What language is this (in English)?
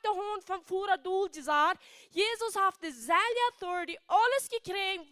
Plautdietsch